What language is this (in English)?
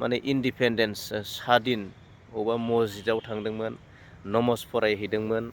Bodo